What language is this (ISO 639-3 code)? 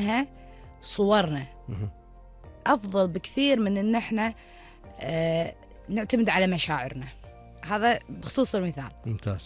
afb